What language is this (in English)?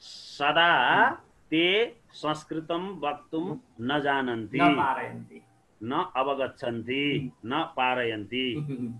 Sanskrit